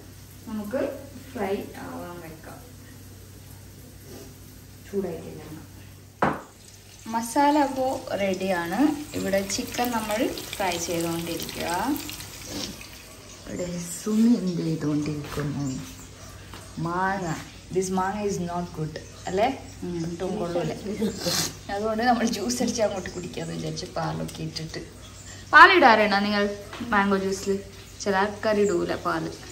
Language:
Malayalam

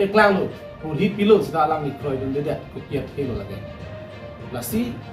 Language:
Karbi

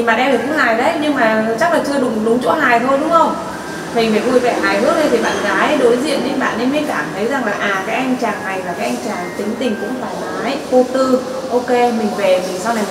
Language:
Vietnamese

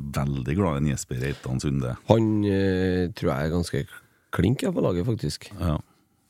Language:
Norwegian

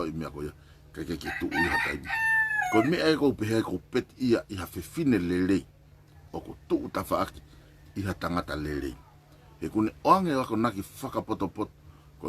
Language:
Tongan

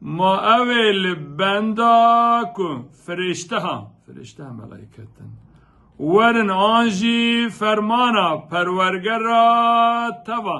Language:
Kurdish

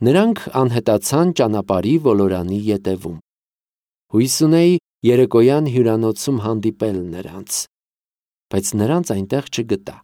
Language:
Armenian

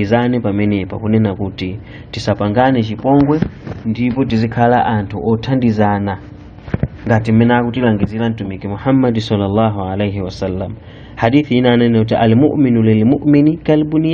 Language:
Nyanja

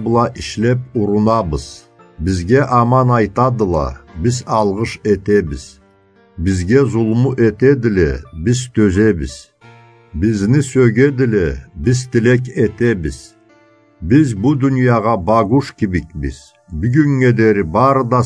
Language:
Karachay-Balkar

